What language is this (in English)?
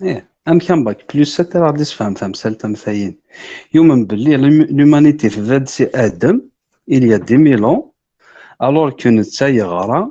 Kabyle